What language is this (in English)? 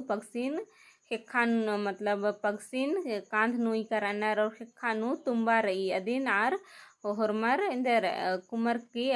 Kurukh